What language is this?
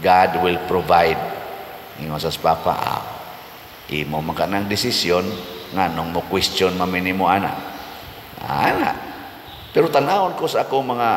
Cebuano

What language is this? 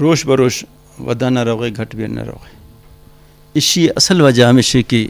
Eastern Balochi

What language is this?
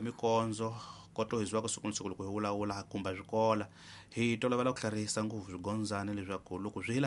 Tsonga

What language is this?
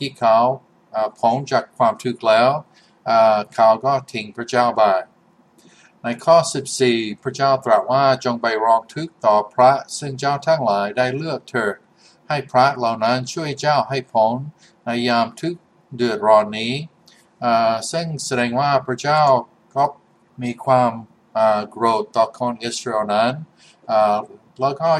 Thai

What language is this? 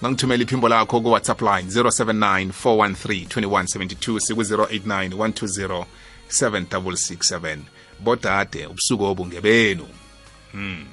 South Ndebele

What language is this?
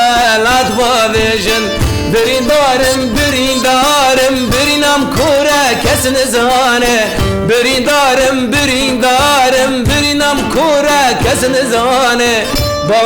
Kurdish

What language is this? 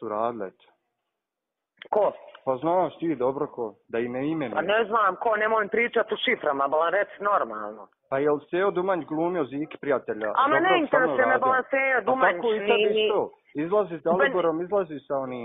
Bosnian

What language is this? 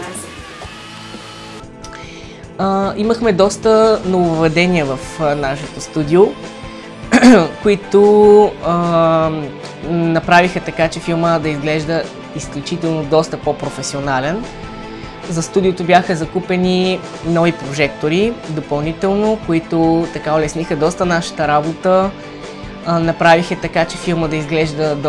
Bulgarian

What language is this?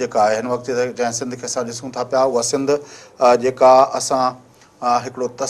Sindhi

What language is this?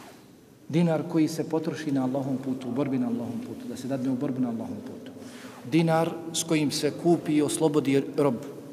Bosnian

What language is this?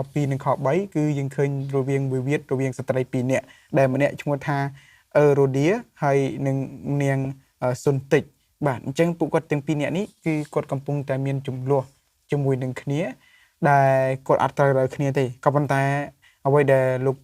Khmer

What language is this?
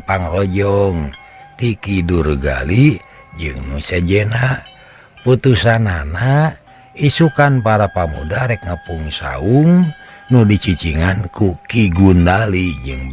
Sundanese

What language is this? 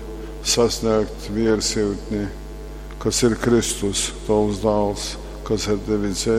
Latgalian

